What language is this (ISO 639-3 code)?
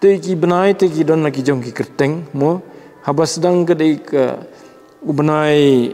kha